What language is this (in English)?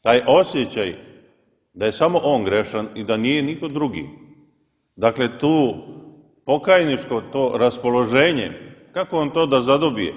Serbian